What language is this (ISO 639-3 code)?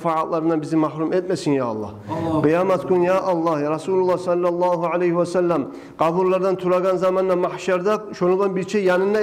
kum